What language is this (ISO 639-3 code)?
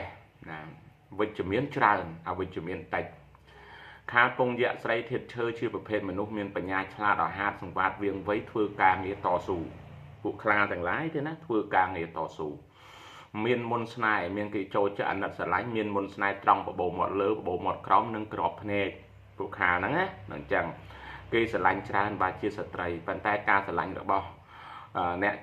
khm